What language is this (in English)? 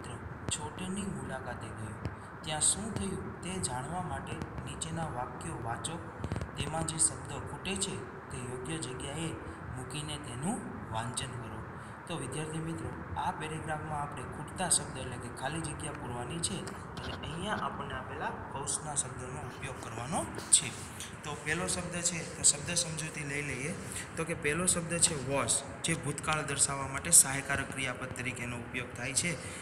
Gujarati